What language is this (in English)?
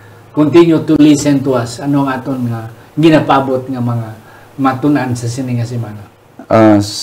Hiligaynon